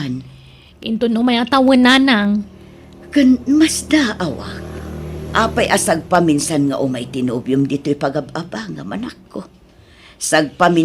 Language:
Iloko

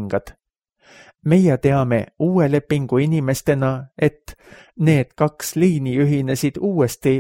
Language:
Estonian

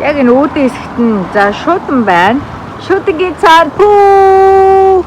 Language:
Mongolian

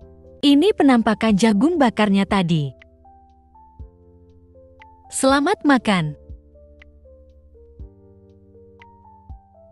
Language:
Indonesian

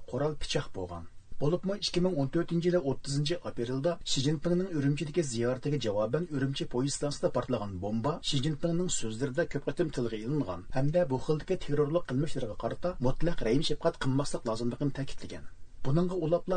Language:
Uyghur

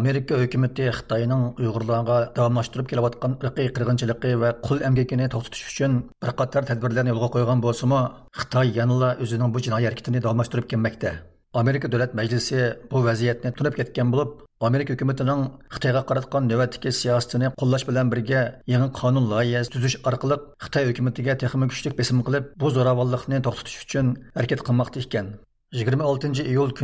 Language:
Uyghur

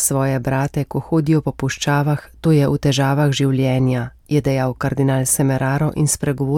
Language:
Slovenian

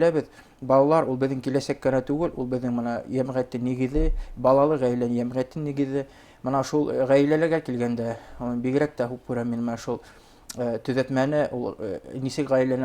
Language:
Bashkir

